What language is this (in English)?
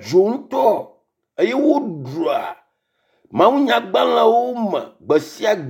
Ewe